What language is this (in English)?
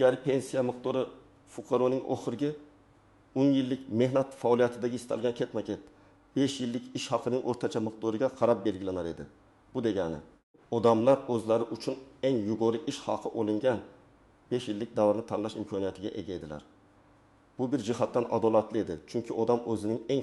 Uzbek